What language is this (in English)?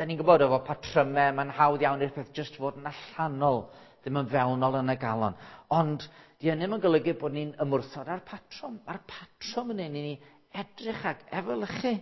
Welsh